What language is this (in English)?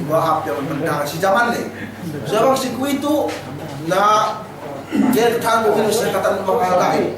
Yakan